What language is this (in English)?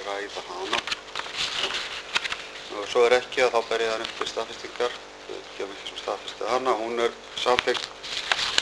Icelandic